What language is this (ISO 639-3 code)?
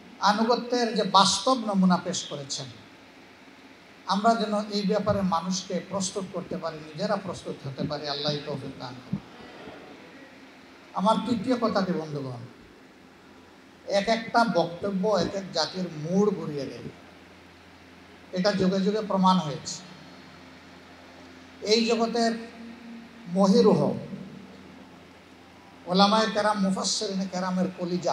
ben